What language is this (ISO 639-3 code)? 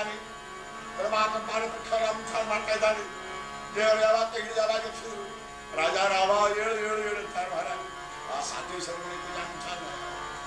kan